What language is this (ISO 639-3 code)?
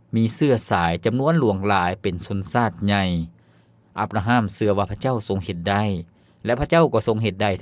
lao